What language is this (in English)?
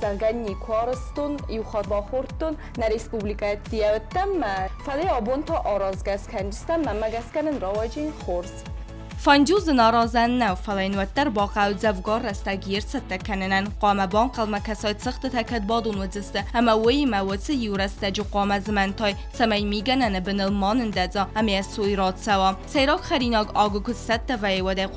Ossetic